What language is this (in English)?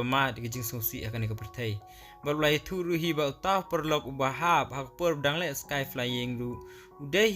Khasi